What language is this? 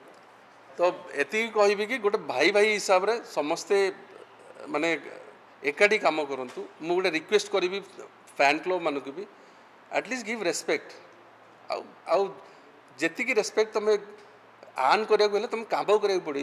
Odia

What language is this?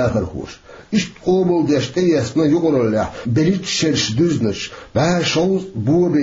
Chechen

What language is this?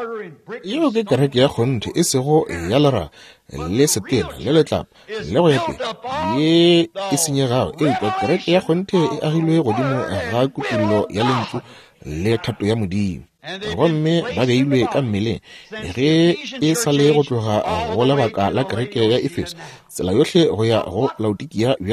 Northern Sotho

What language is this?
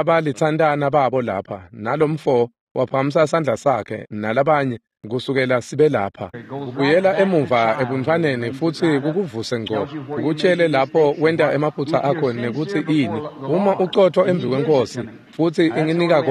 Swati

